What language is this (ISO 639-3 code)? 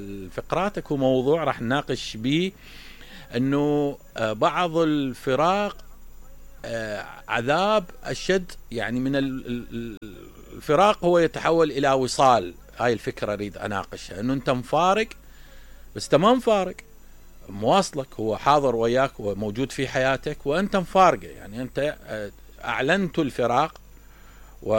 acm